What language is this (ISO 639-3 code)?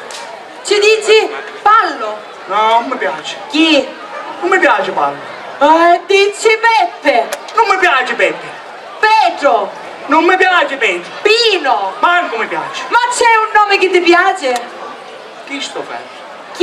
scn